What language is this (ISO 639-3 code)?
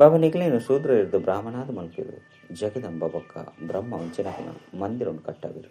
tcy